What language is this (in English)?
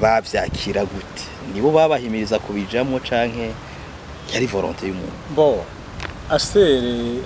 Rundi